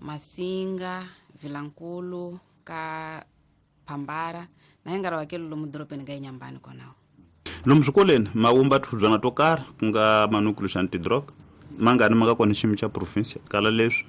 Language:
Tsonga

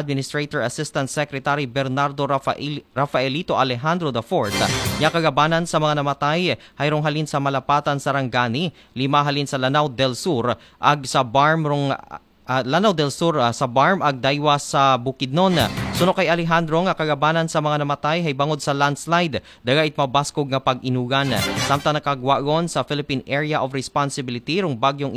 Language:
Aklanon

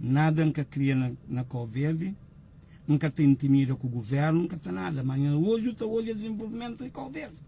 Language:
Kabuverdianu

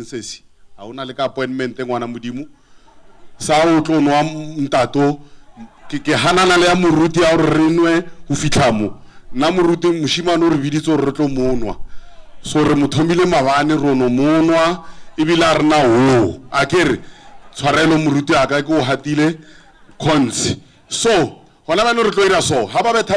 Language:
Northern Sotho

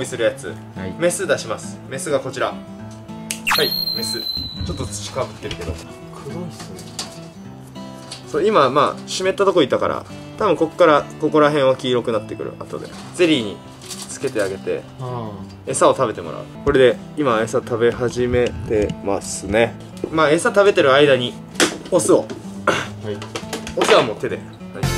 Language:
Japanese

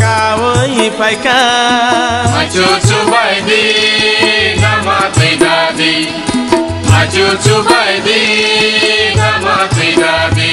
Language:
Kok Borok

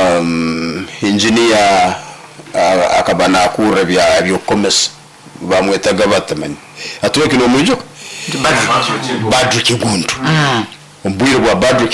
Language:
Nyoro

